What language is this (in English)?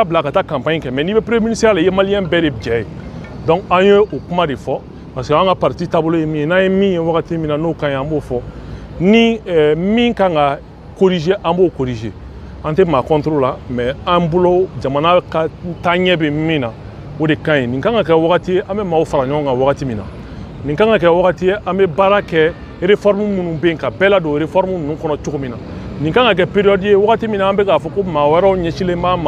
Bambara